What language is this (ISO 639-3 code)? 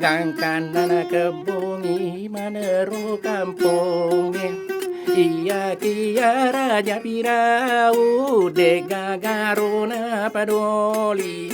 bug